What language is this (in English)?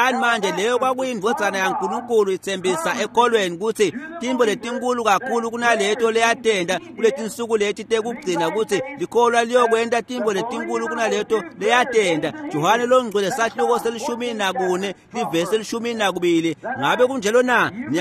Swati